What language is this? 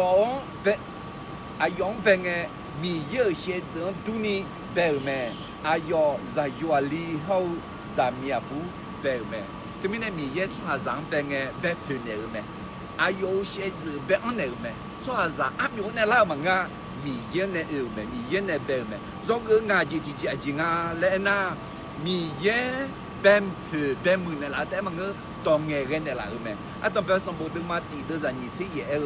Akha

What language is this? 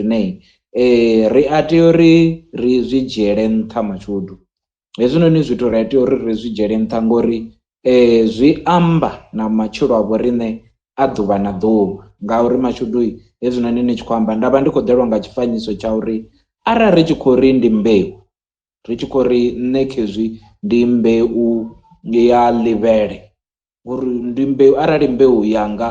Venda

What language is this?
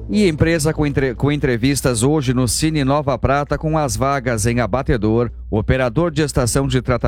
Portuguese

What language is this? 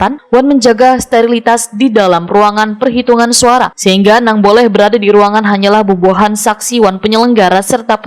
Banjar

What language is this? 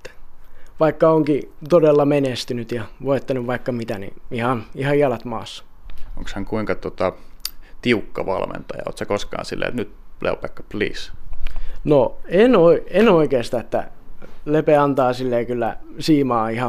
Finnish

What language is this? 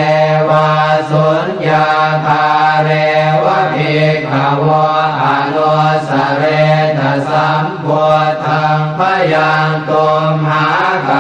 Pali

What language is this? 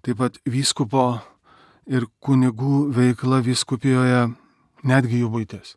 Lithuanian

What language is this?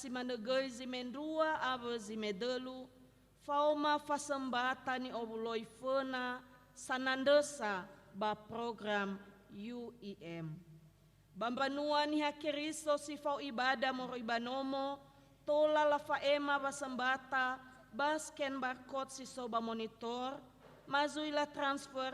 Nias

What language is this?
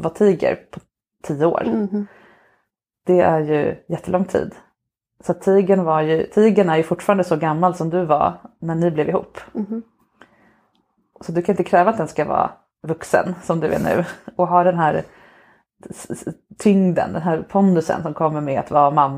Swedish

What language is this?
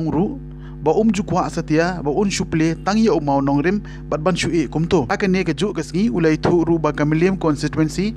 Khasi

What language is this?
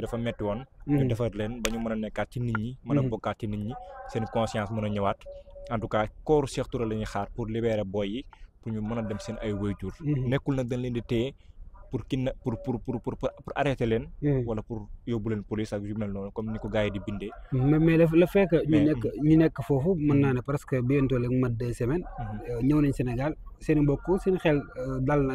Wolof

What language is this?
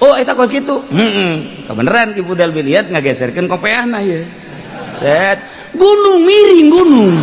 Sundanese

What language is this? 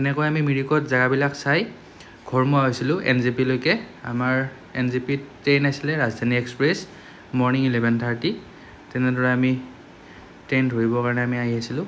Assamese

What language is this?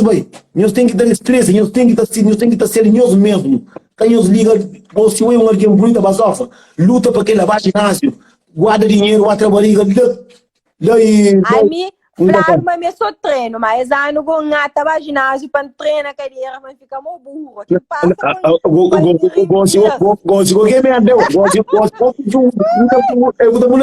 Kabuverdianu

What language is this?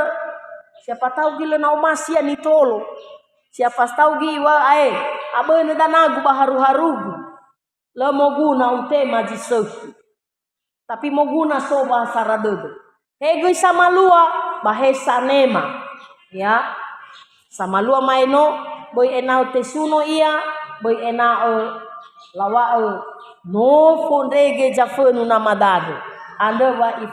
Nias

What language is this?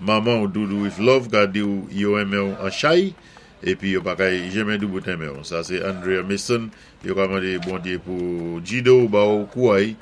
Saint Lucian Creole French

